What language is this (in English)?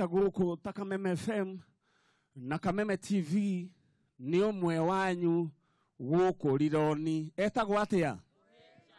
Kikuyu